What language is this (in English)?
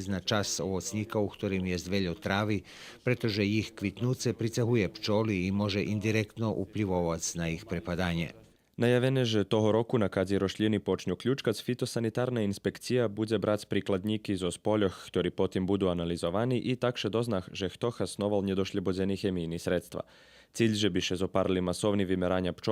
Rusyn